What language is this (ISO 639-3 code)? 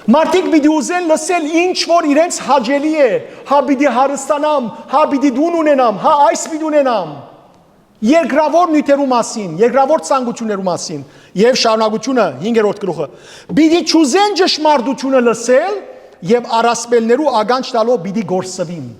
hyw